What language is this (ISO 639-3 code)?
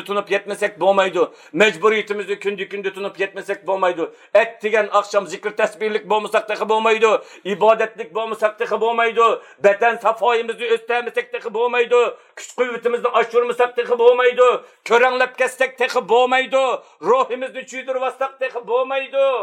uig